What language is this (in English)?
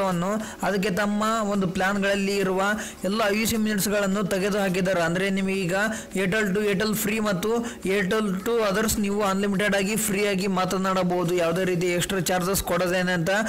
Kannada